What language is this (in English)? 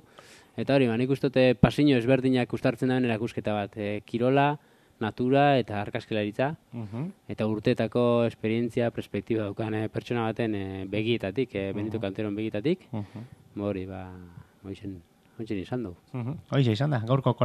Basque